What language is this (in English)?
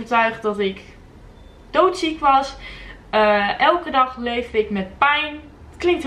Dutch